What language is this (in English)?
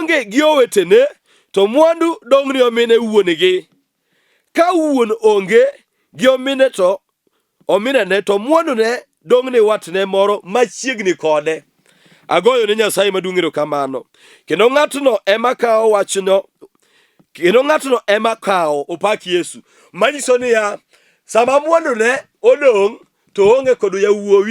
Luo (Kenya and Tanzania)